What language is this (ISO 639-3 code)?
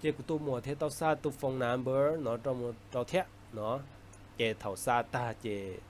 hmn